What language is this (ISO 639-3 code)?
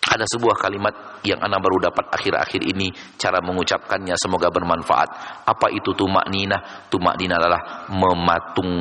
ind